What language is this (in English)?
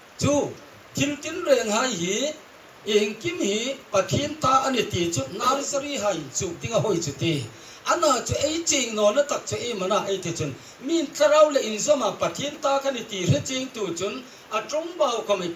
Hmar